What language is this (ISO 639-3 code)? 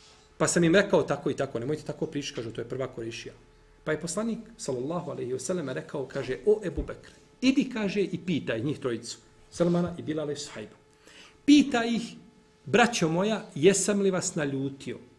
bos